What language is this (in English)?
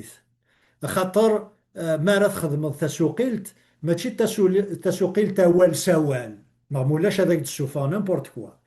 Kabyle